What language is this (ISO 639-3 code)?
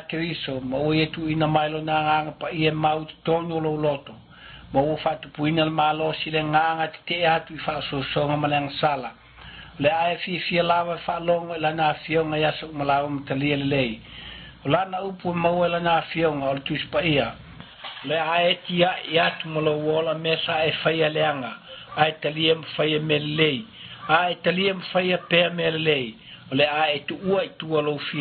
smo